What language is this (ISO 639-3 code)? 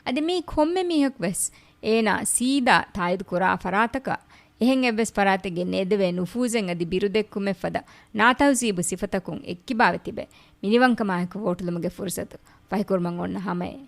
div